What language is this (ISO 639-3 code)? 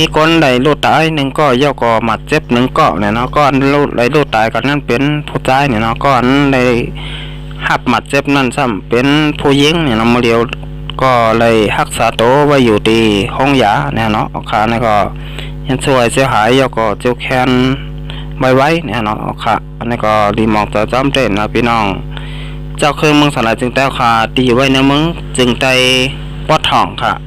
shn